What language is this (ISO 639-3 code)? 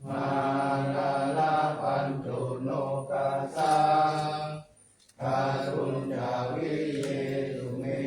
pli